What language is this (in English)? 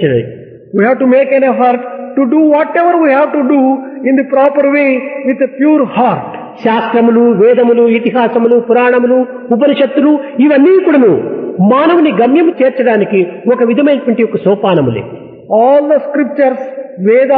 Telugu